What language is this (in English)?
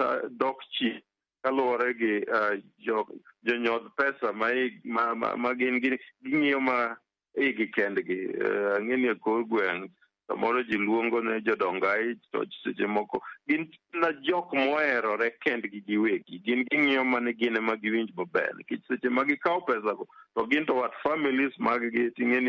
Luo (Kenya and Tanzania)